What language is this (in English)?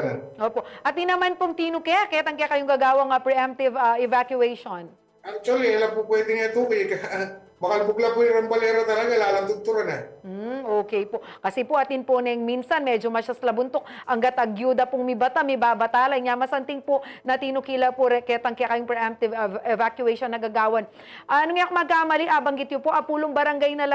Pampanga